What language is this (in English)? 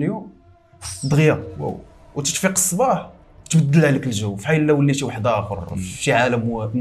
Moroccan Arabic